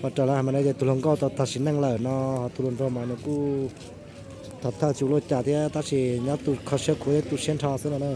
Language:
Hmong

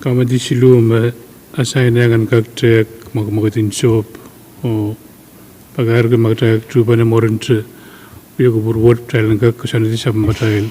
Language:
Pohnpeian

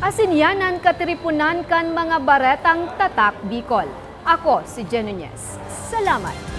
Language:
Bikol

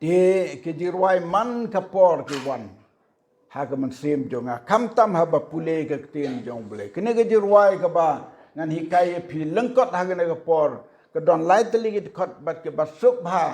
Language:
Khasi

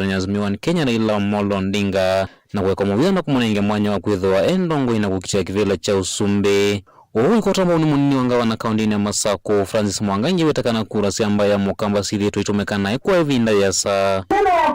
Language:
Kamba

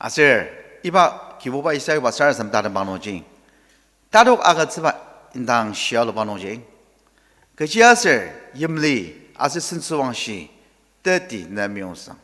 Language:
Ao Naga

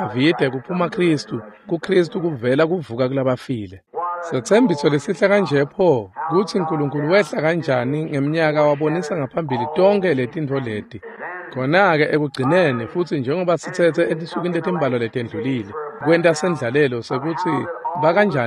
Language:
Swati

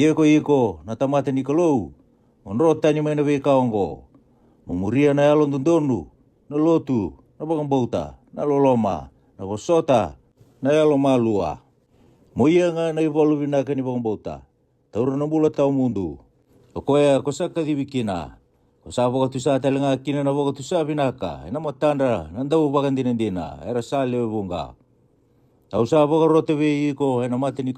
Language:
Fijian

